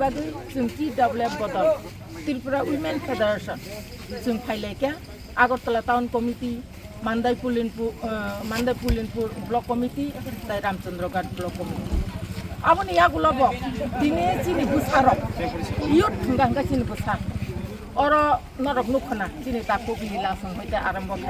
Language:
Kok Borok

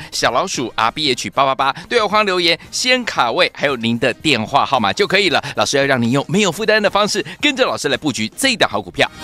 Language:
Chinese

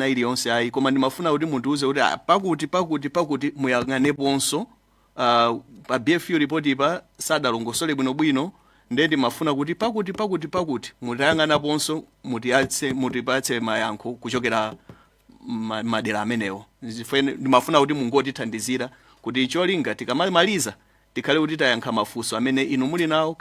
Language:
Nyanja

